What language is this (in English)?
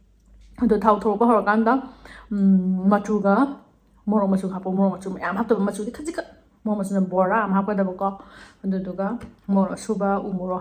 Manipuri